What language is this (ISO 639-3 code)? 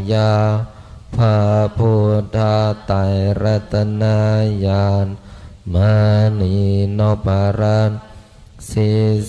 pli